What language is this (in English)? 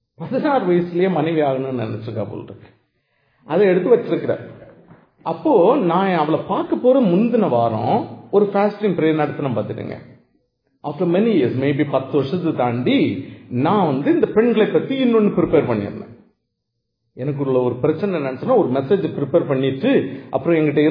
Tamil